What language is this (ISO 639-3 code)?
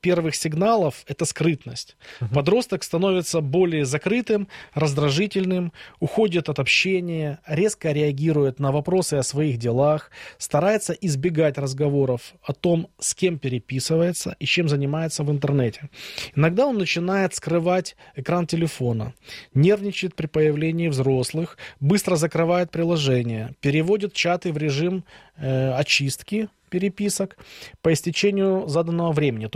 rus